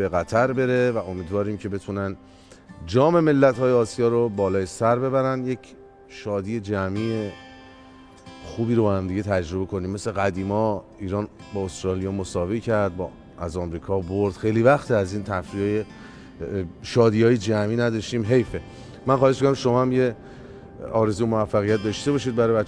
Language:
Persian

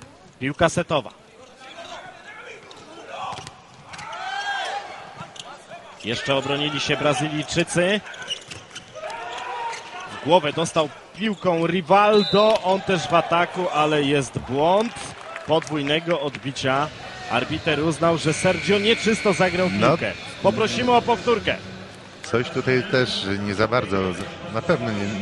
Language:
Polish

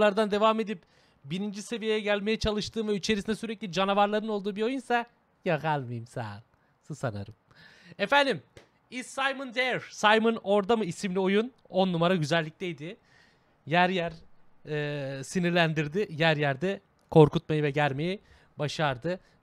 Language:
Turkish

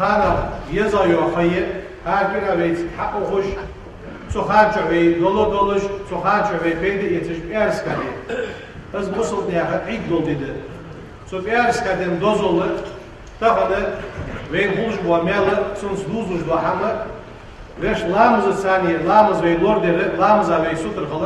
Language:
Ingush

